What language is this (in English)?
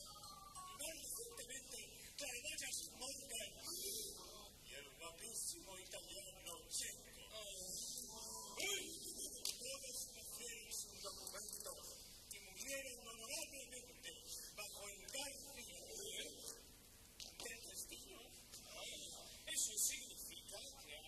Spanish